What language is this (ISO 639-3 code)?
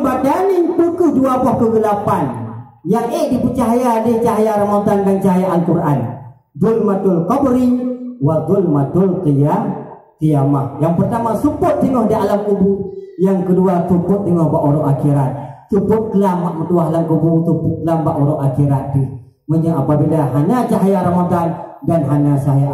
ace